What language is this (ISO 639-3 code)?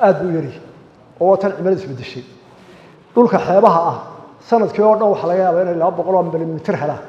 som